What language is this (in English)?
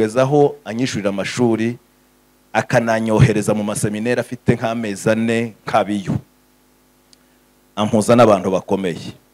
Kinyarwanda